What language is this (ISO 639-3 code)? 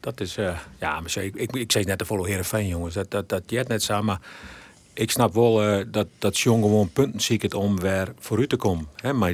fry